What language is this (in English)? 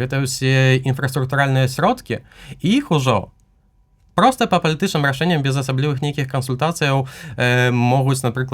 Belarusian